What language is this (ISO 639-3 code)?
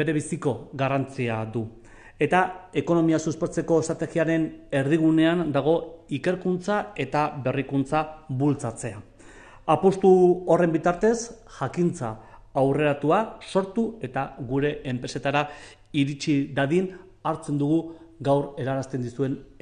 eus